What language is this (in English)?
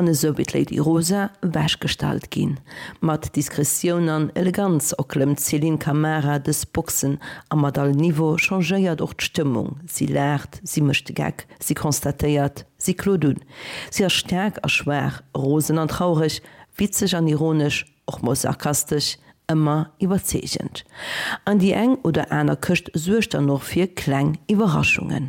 Luxembourgish